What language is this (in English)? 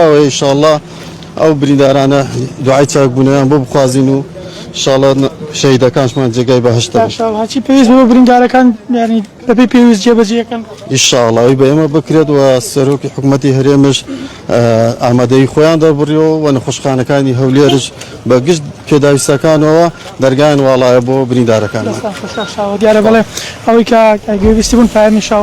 Central Kurdish